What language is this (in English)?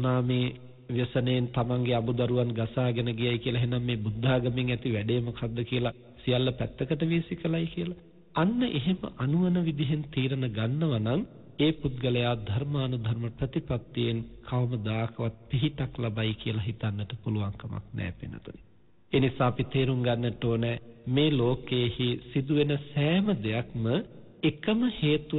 Sinhala